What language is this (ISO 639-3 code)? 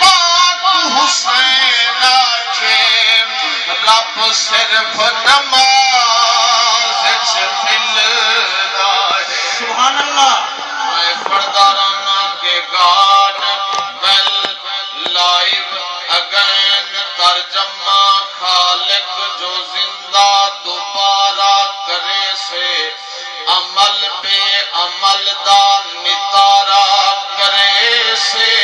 skr